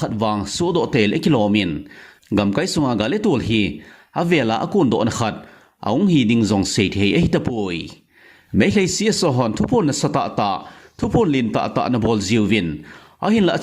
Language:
Thado Chin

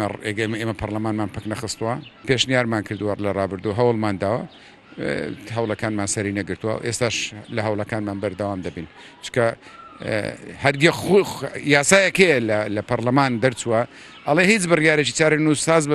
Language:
Central Kurdish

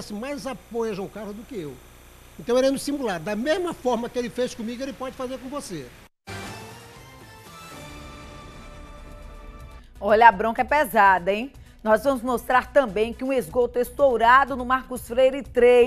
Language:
Portuguese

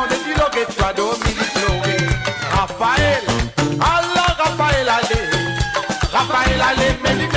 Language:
Morisyen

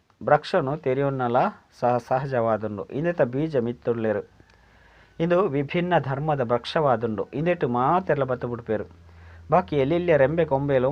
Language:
Tulu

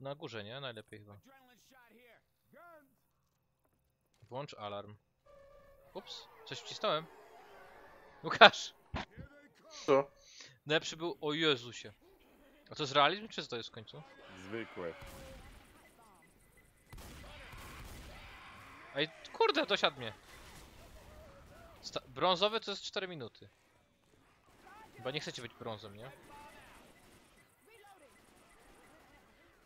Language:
Polish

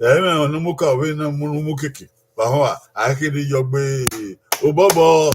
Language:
Bini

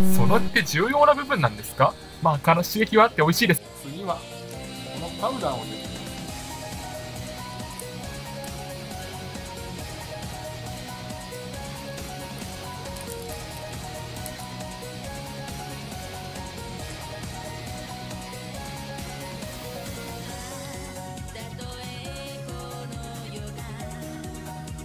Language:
Japanese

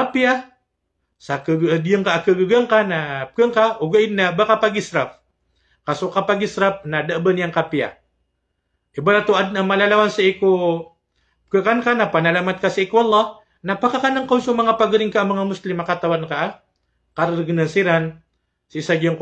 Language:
Maranao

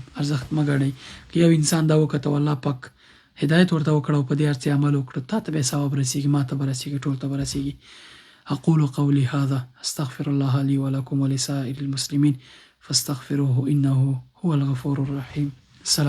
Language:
Pashto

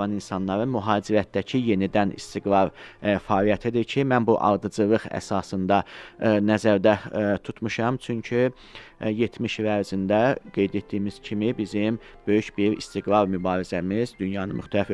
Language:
Azerbaijani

